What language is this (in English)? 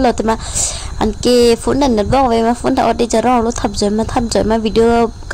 Karbi